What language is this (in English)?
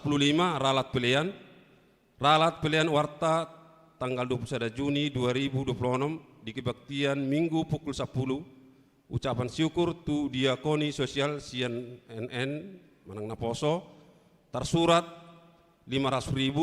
Batak Toba